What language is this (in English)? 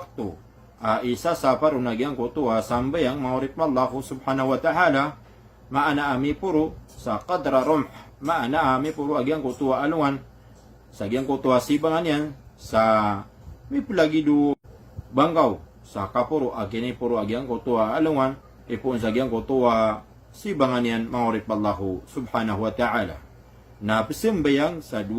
Maranao